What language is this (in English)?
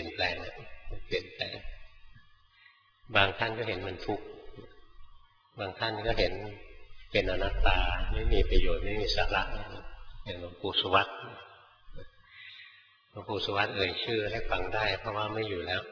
Thai